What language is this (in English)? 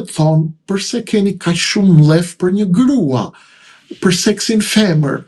Albanian